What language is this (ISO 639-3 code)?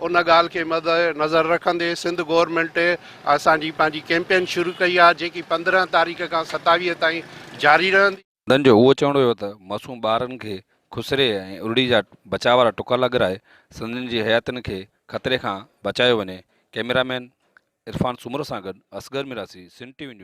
snd